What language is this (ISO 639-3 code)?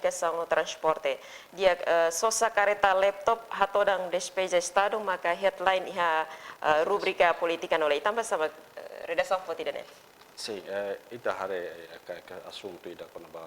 tet